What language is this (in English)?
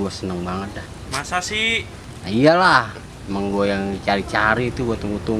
Betawi